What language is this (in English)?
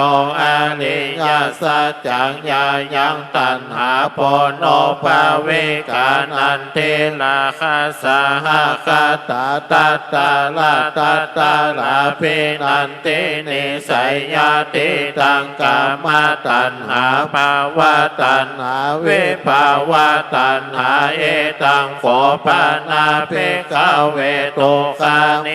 Pali